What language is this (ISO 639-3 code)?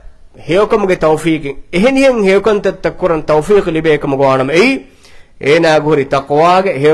div